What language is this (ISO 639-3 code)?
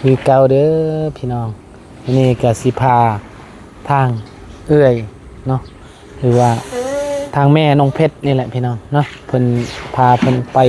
lao